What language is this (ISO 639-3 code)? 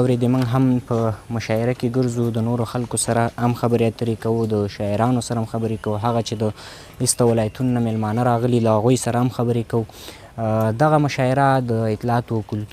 pus